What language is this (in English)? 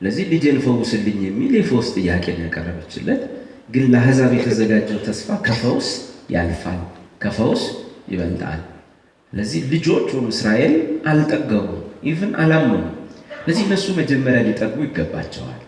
Amharic